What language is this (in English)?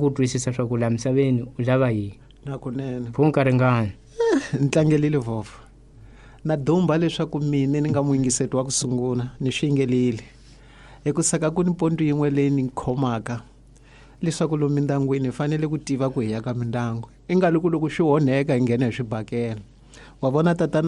Tsonga